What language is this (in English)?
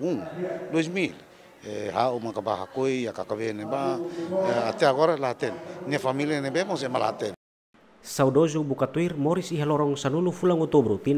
Tetum